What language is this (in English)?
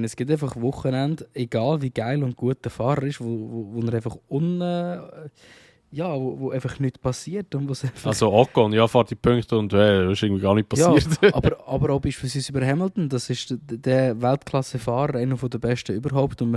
Swiss German